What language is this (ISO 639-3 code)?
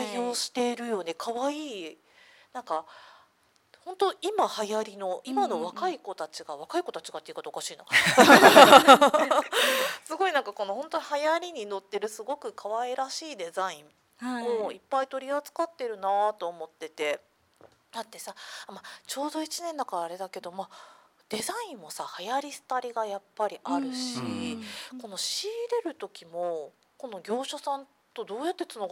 jpn